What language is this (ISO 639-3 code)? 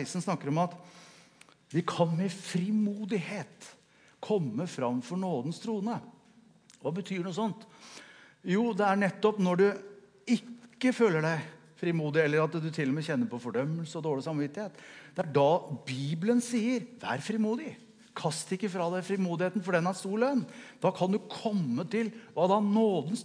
nor